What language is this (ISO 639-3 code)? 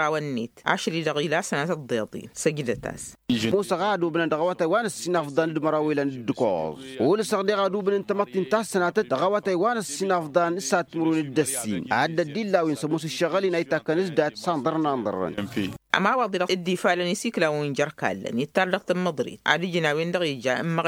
taq